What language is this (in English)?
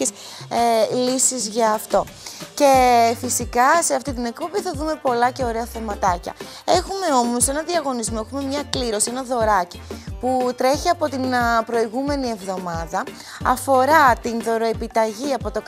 Greek